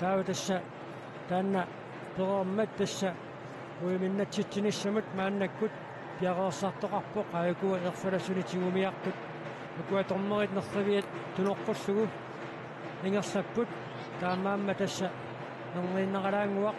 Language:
Kalaallisut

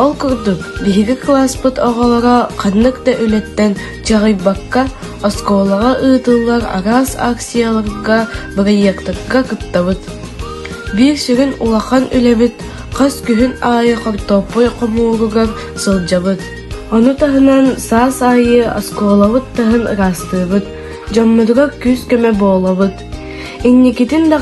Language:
Yakut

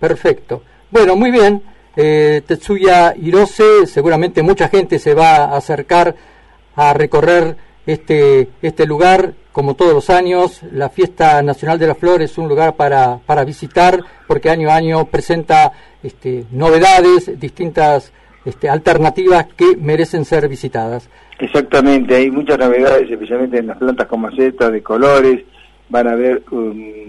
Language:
Spanish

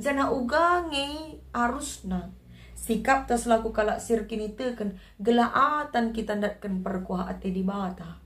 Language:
Batak Karo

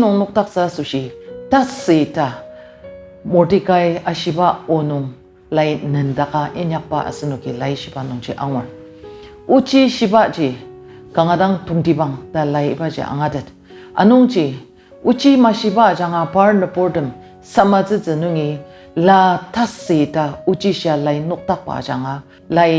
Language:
Ao Naga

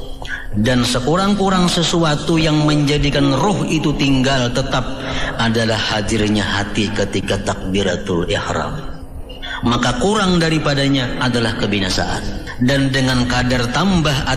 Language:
Banjar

